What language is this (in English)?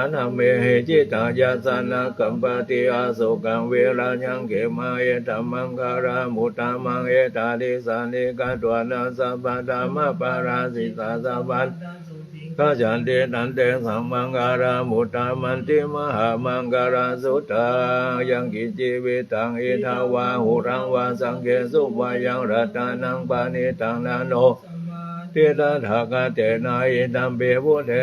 Pali